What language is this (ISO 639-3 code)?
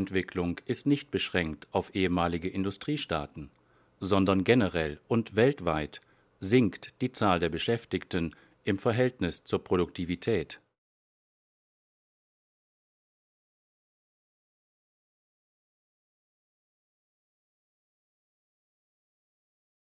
deu